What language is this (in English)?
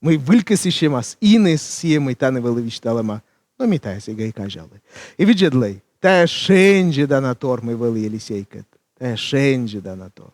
Komi